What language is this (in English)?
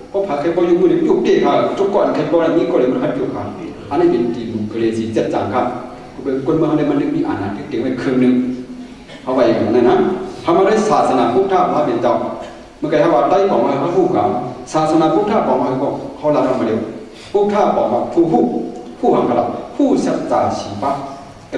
Shan